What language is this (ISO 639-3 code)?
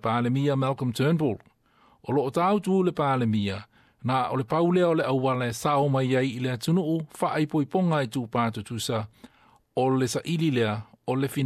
smo